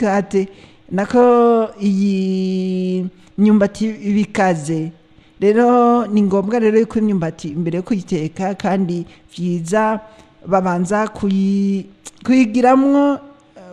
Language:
Rundi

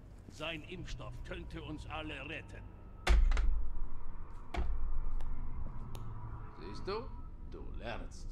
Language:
German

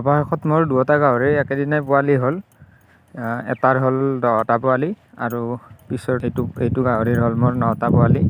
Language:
Assamese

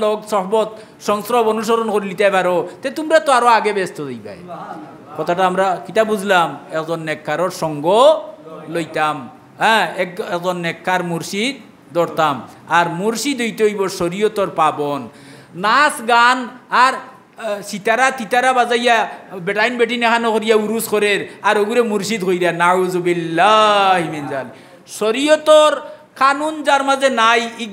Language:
Sylheti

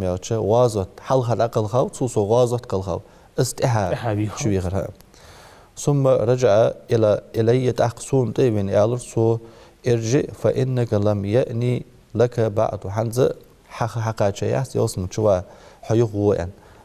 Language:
Ingush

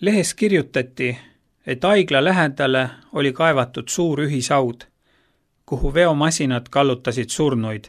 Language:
Estonian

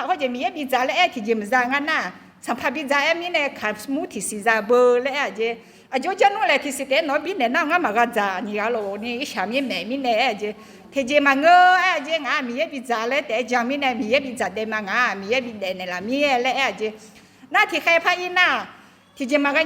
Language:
Akha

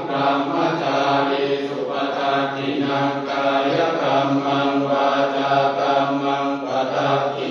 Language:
Pali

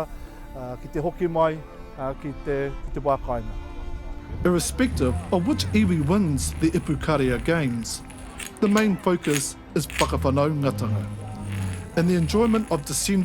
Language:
Māori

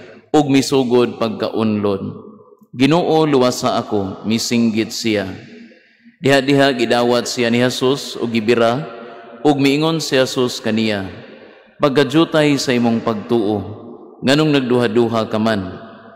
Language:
Cebuano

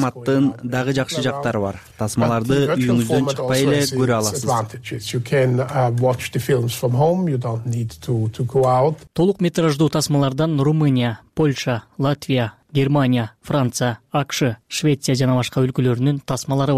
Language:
Kyrgyz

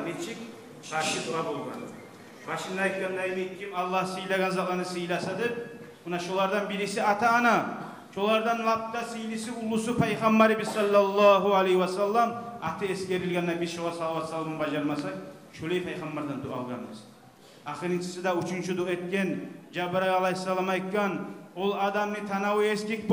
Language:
Kumyk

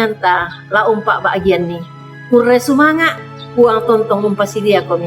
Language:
Toraja-Sa'dan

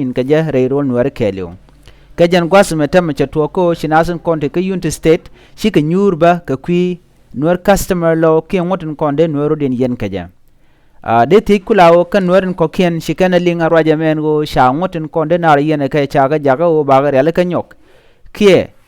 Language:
Nuer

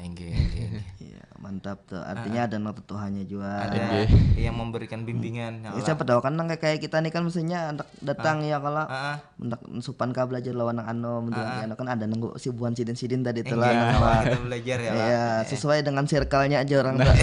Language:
Banjar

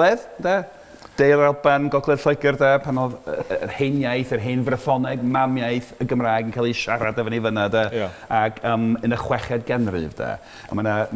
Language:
Welsh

